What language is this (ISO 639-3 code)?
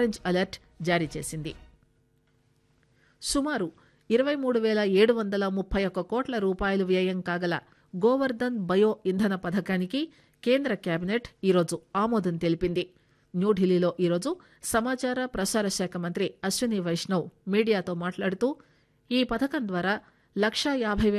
tel